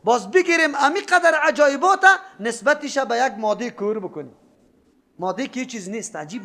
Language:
Persian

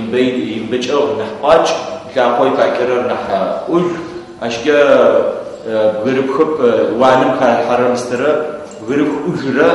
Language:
Adyghe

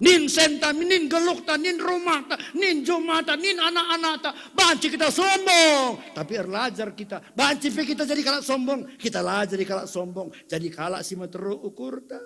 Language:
Batak Karo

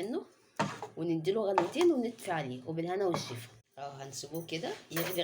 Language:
Egyptian Arabic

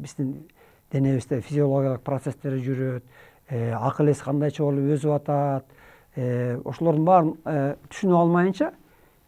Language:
Kyrgyz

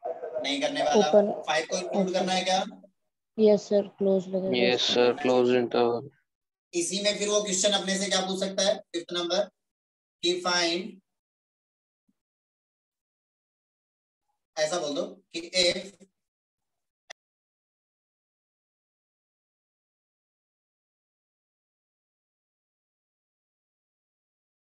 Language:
Hindi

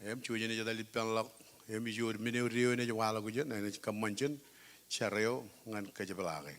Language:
Marshallese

